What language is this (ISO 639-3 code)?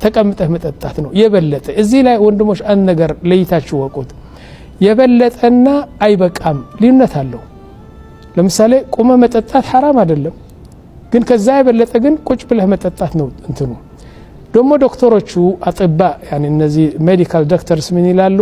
amh